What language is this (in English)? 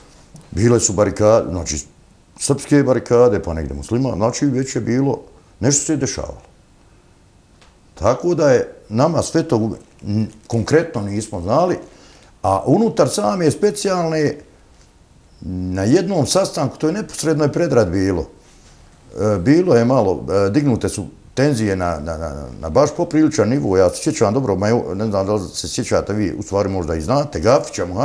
Bosnian